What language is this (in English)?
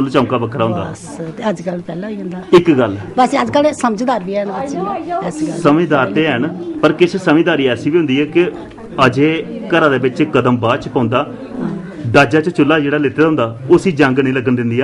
Dogri